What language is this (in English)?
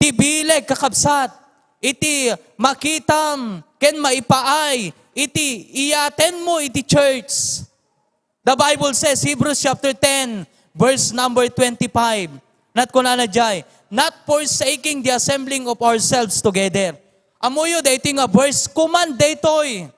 Iloko